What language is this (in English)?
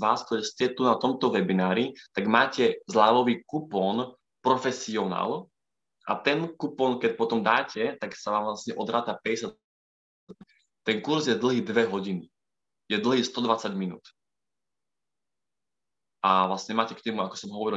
Slovak